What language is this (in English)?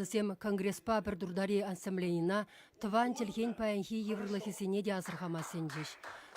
Chuvash